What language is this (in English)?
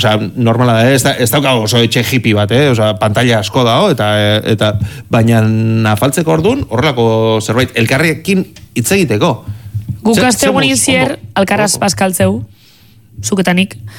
Basque